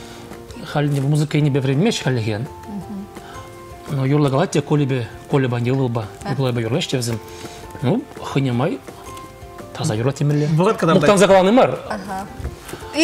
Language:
Chuvash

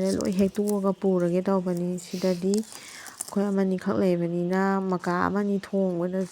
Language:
Manipuri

